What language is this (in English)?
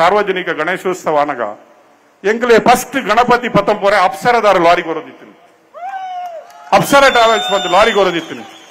Kannada